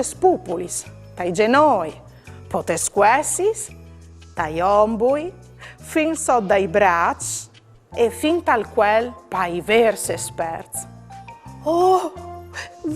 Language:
Friulian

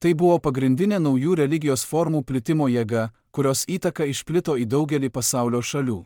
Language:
Lithuanian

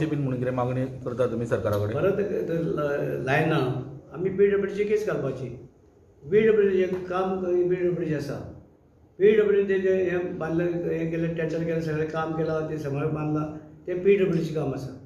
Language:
Konkani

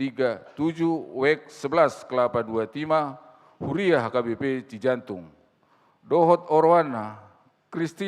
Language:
Batak Toba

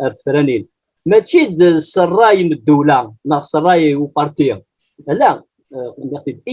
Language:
Kabyle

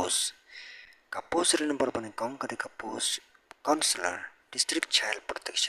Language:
Khasi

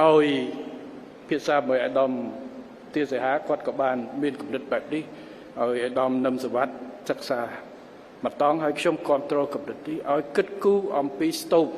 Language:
Khmer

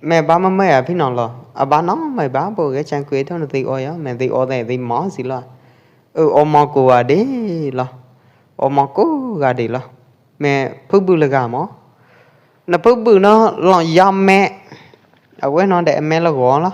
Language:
Pwo Eastern Karen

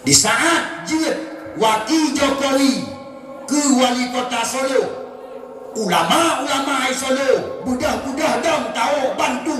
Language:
Achinese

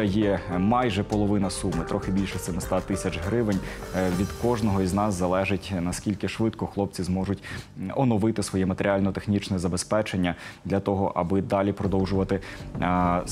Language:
Ukrainian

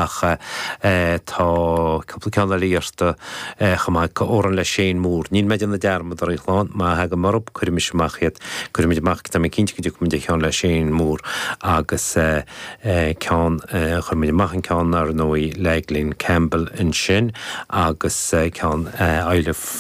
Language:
Irish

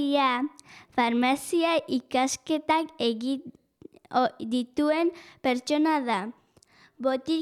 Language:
Basque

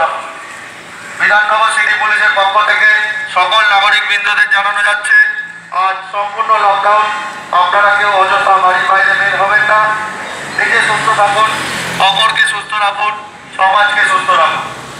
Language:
Bangla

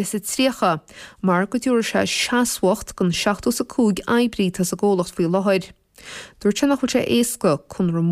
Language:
Irish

